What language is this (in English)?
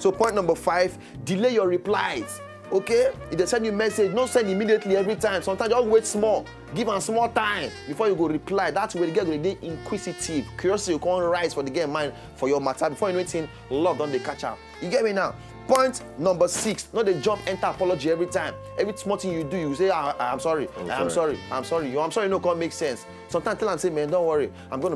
Nigerian Pidgin